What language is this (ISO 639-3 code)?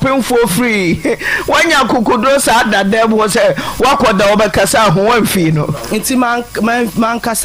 aka